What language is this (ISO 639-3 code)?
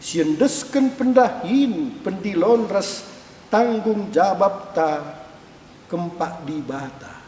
btx